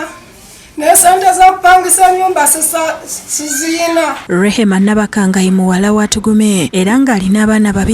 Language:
Ganda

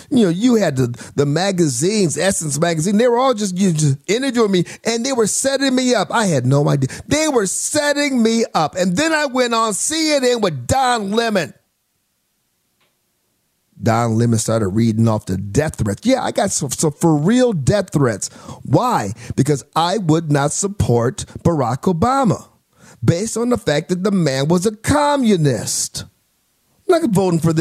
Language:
English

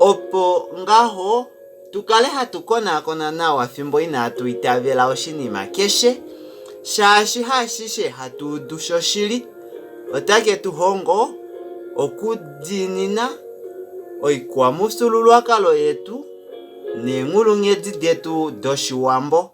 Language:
Kuanyama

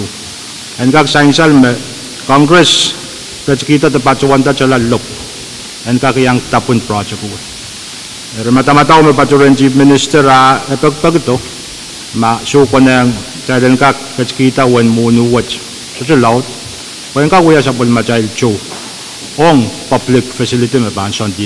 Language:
Pohnpeian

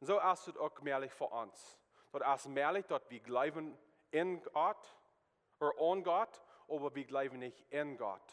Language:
Plautdietsch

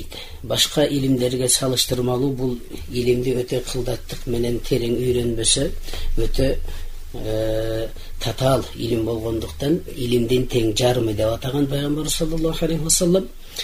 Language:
Kyrgyz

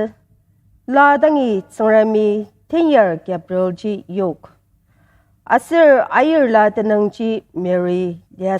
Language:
Ao Naga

